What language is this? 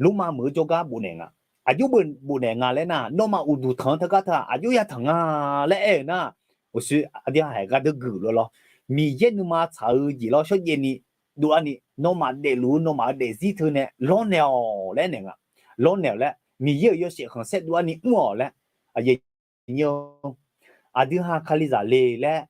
Akha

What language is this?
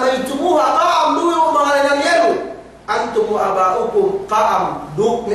Yakan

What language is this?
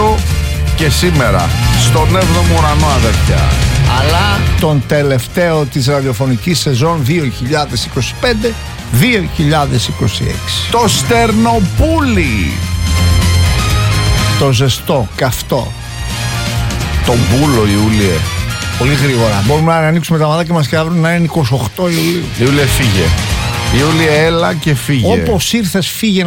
Greek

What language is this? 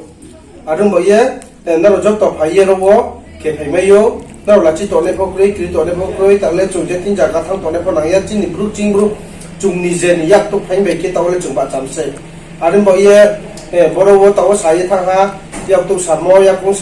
Riang (India)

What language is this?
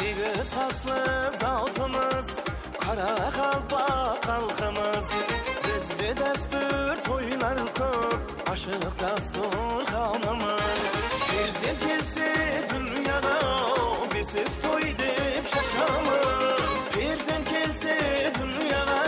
Kara-Kalpak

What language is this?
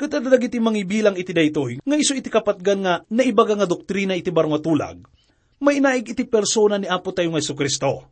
Iloko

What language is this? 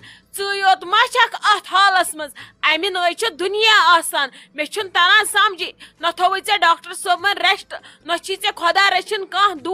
Kashmiri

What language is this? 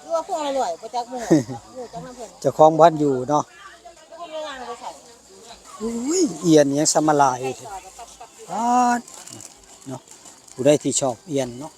Northeastern Thai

